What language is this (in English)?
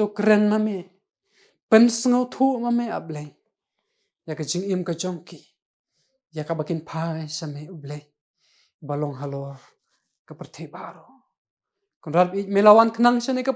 Khasi